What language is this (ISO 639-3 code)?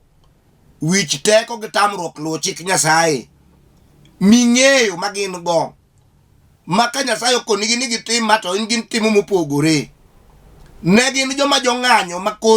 luo